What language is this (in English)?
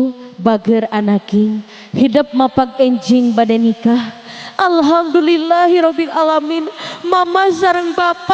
Sundanese